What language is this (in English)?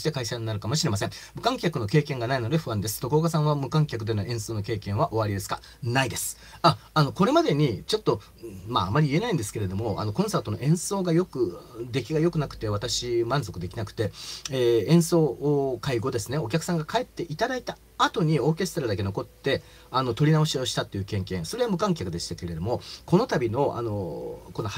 Japanese